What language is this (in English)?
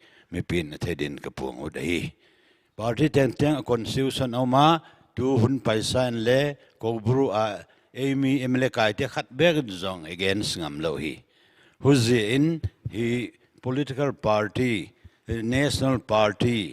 Paite Chin